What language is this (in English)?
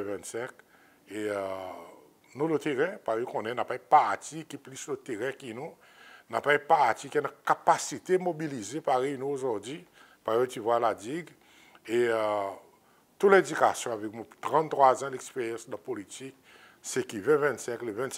Seselwa Creole French